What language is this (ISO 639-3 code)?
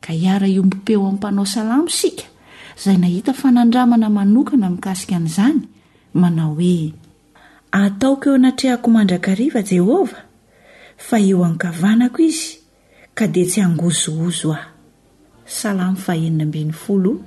mlg